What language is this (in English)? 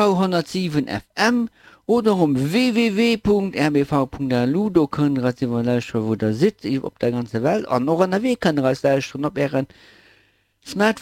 Luxembourgish